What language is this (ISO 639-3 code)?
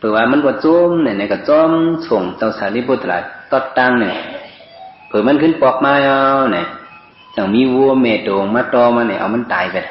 shn